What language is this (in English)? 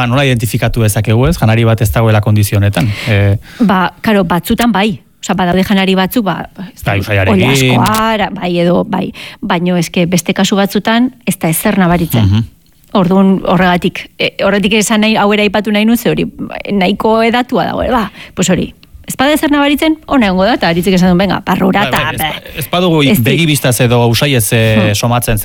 Basque